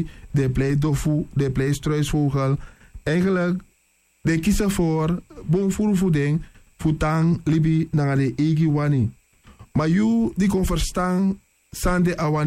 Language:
Sranan Tongo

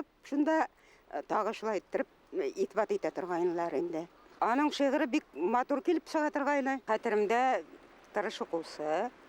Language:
Bashkir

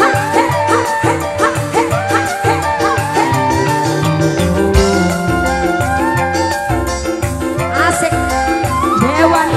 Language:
Javanese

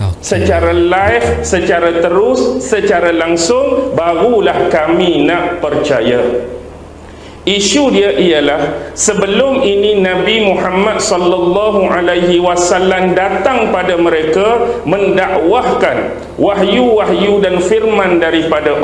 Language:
Malay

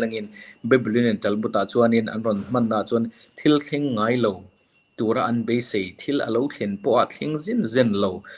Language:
Mizo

